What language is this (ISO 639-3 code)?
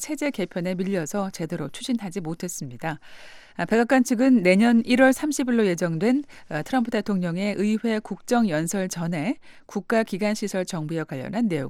kor